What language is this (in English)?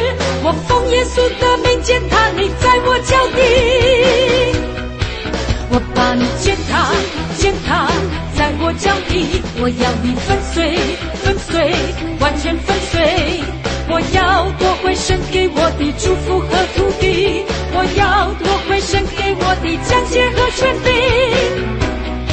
Chinese